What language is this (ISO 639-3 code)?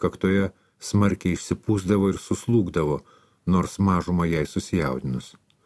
lit